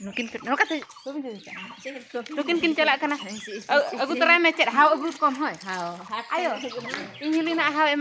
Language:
Santali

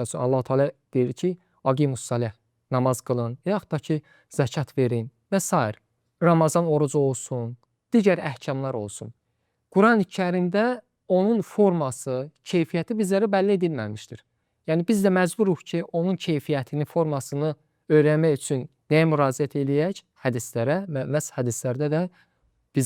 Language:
Azerbaijani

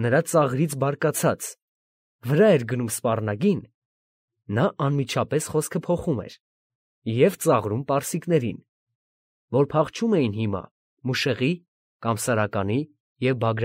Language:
Armenian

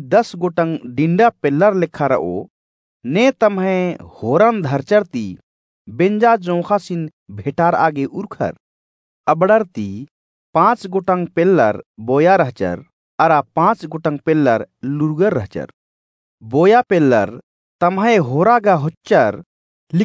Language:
Kurukh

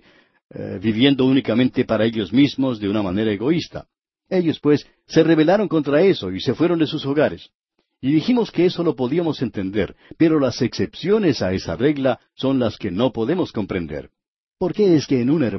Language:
Spanish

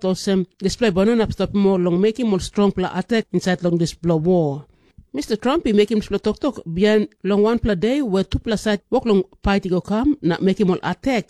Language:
Tok Pisin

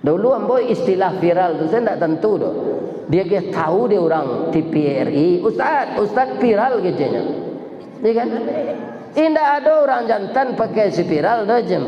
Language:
Minangkabau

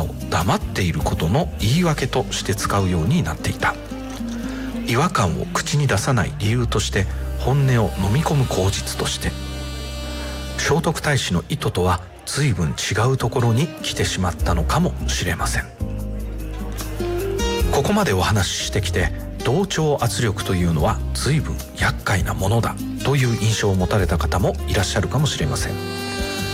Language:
Japanese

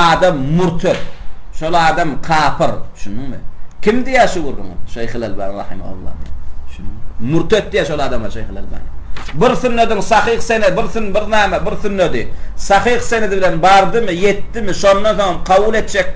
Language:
Turkmen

